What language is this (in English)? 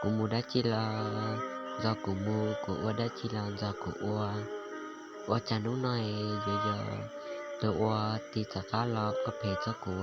Hmong